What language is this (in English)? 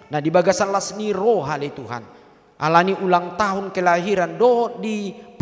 Batak Toba